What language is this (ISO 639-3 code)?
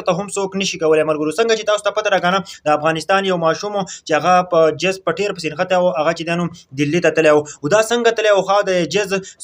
pus